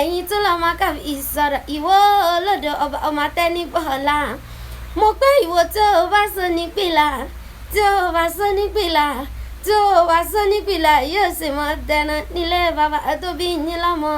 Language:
Yoruba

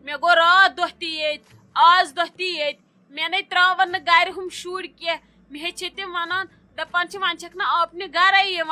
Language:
Kashmiri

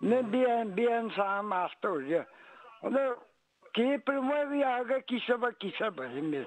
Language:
Yakut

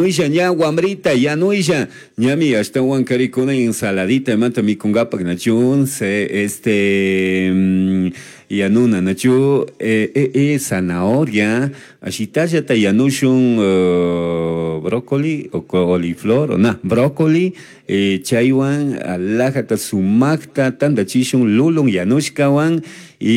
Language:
Chimborazo Highland Quichua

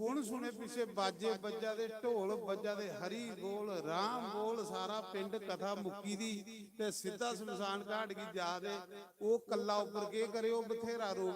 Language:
Dogri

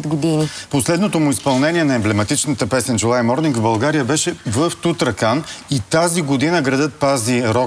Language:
Bulgarian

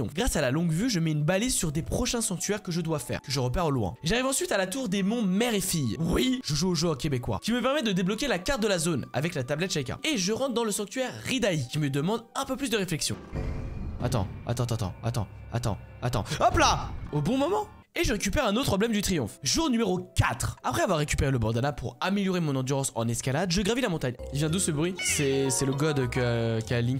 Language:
French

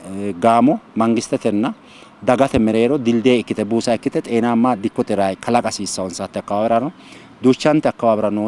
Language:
Sidamo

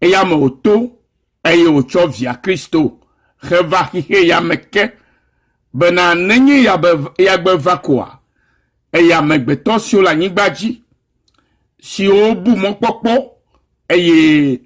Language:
Ewe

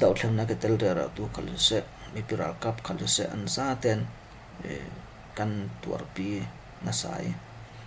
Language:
Falam Chin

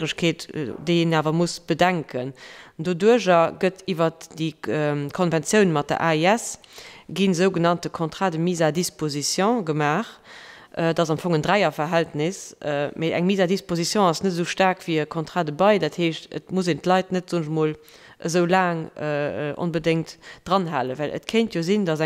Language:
Luxembourgish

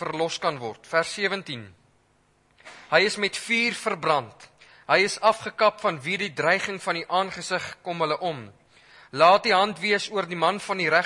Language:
Afrikaans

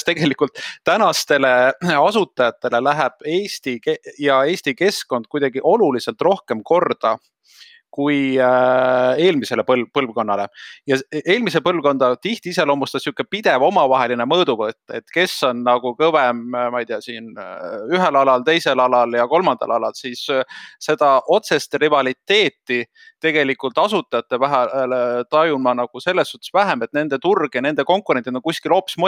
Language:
Estonian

